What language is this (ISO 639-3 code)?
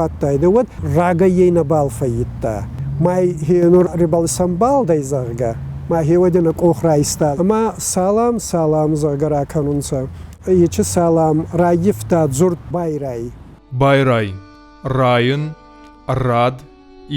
oss